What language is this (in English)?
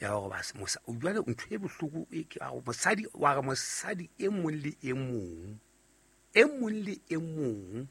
Southern Sotho